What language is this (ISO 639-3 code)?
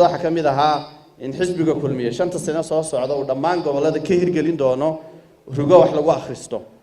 som